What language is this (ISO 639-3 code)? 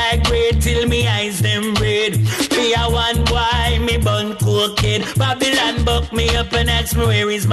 jam